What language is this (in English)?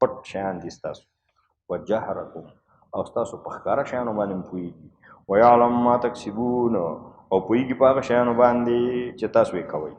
Pashto